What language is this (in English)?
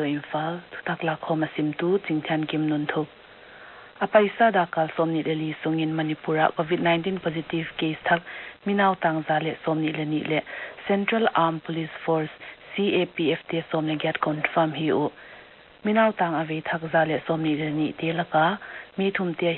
Paite Chin